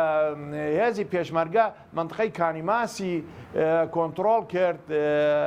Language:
Central Kurdish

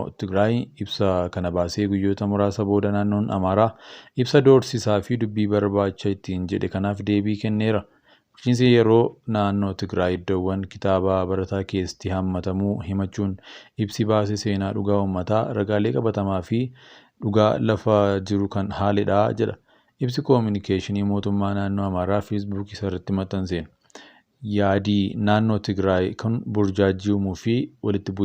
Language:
Oromo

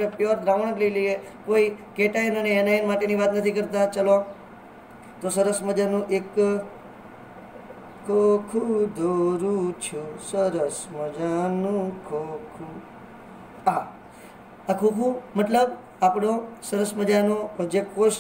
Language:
Gujarati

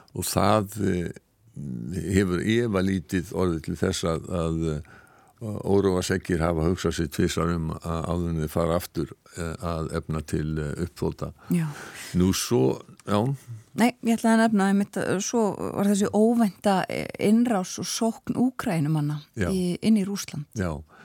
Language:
Icelandic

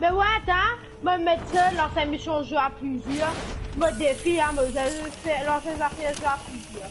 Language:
Morisyen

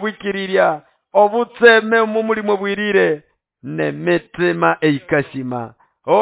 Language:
Nande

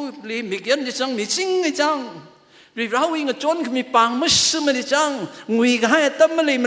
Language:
Tangkhul Naga (India)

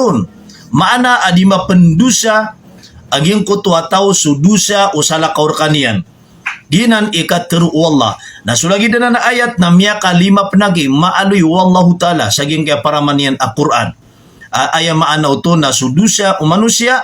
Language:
Maranao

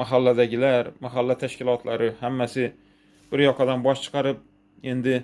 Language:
Uzbek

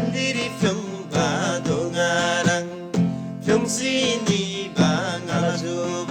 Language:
Eastern Tamang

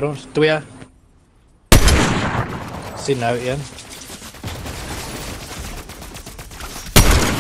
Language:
Afrikaans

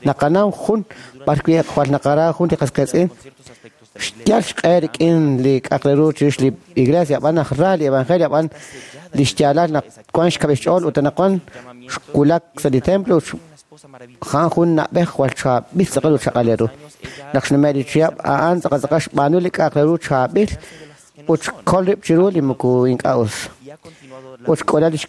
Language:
Kekchí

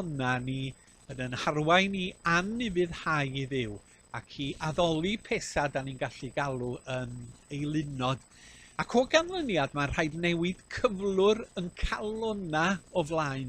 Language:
Welsh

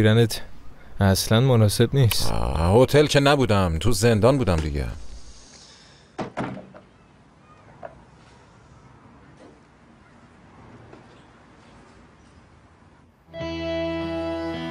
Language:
Persian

